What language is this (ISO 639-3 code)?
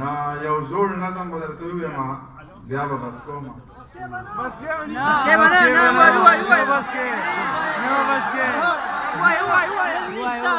pus